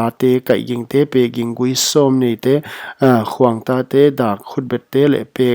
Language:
Paite Chin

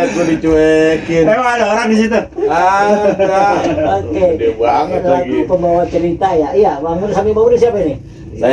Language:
Betawi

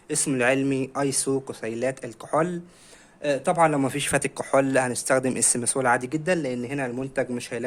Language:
Egyptian Arabic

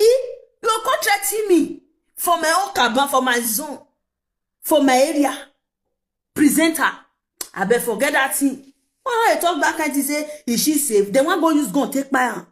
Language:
Nigerian Pidgin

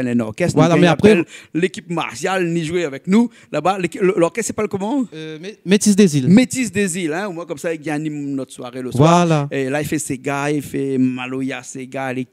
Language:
Réunion Creole French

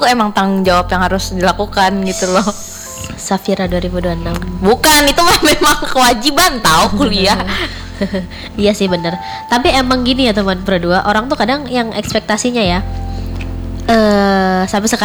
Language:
Indonesian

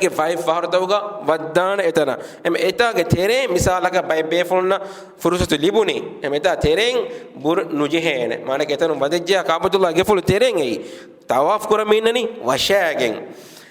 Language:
Divehi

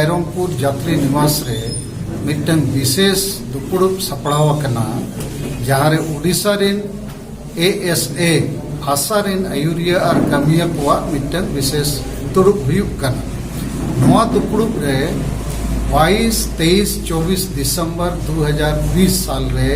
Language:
Santali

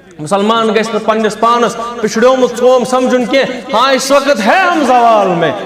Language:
Kashmiri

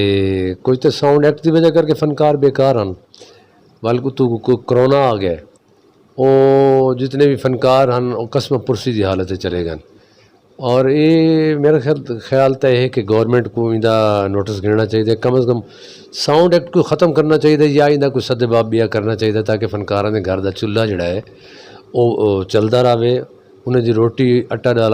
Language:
Western Panjabi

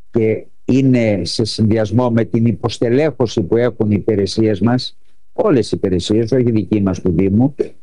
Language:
Greek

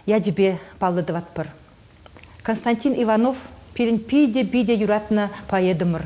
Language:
Chuvash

